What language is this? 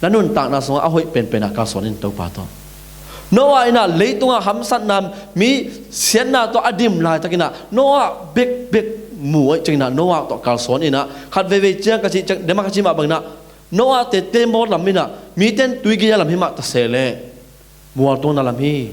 Tedim Chin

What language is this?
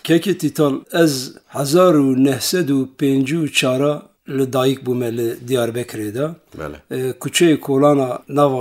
Kurdish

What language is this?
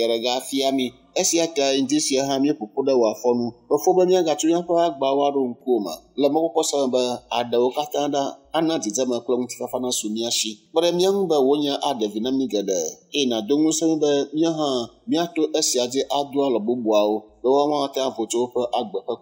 Ewe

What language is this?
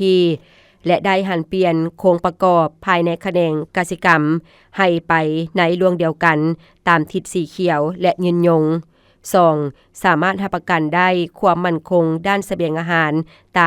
Lao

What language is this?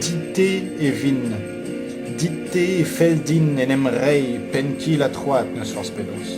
Breton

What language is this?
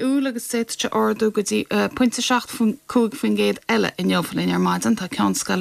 Irish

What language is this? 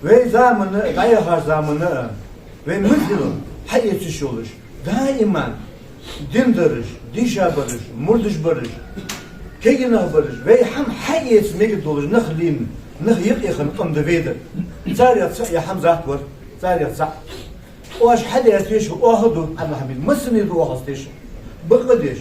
Ingush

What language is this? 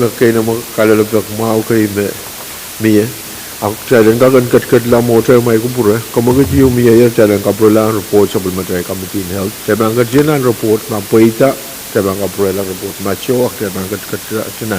Pohnpeian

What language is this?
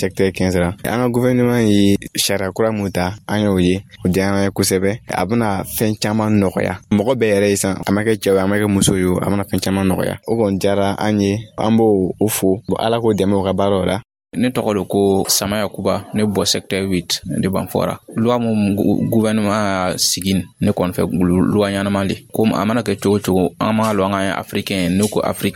Dyula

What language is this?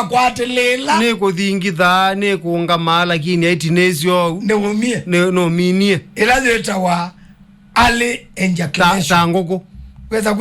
Kamba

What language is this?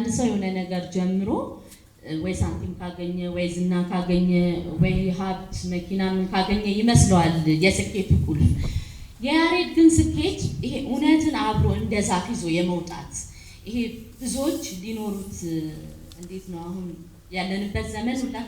Amharic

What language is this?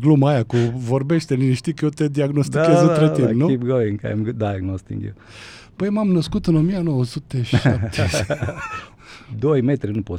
Romanian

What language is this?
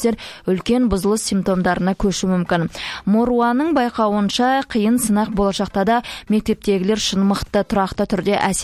Kazakh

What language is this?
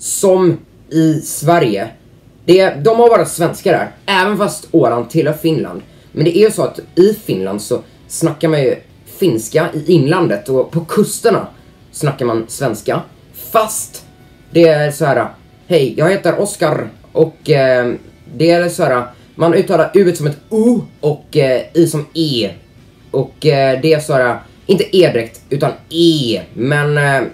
Swedish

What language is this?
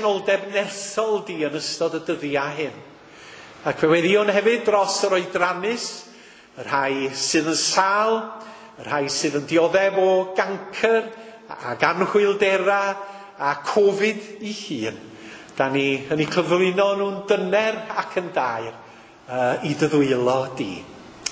Welsh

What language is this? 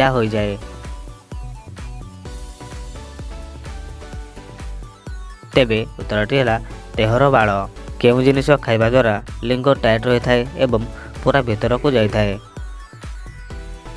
Odia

